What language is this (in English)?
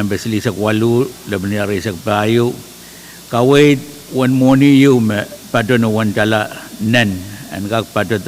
Pohnpeian